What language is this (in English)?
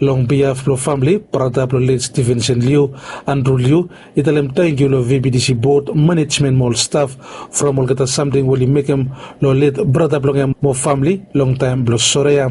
Bislama